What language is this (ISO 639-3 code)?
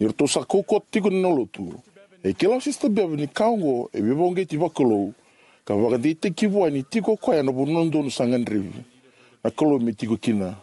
fij